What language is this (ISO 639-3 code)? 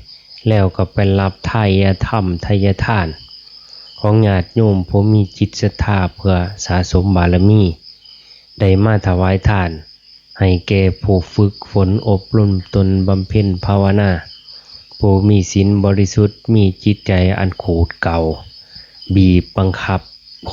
lao